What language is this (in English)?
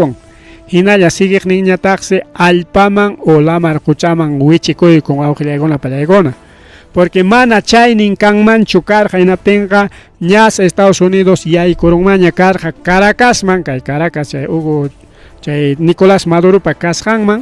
Ayacucho Quechua